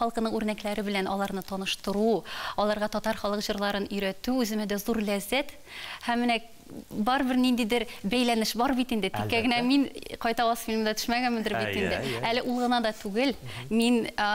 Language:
Tatar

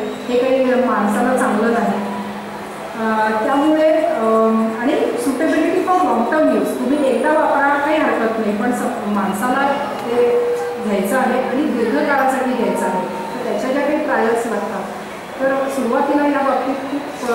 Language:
Marathi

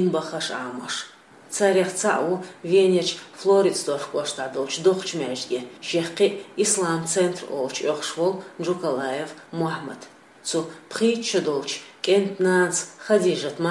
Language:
Chechen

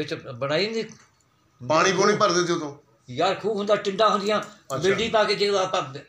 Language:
Punjabi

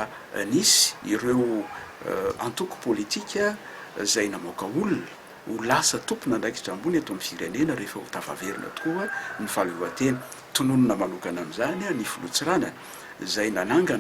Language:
Malagasy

